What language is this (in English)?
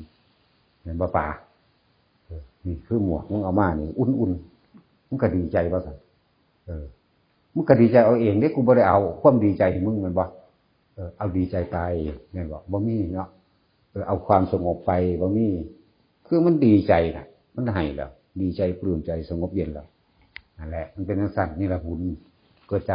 Northeastern Thai